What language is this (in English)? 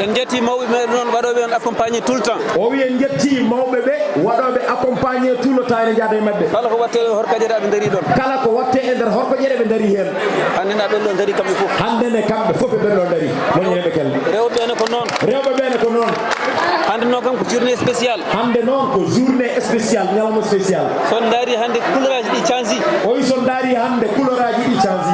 Fula